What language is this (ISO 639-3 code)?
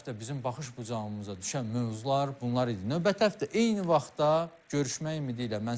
aze